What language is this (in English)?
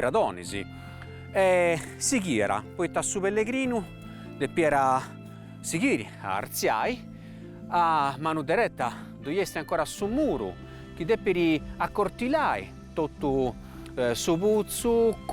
Sardinian